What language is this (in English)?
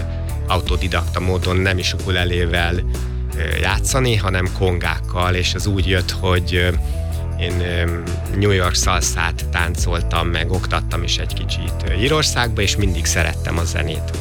Hungarian